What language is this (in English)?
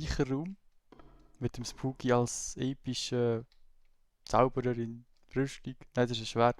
Swiss German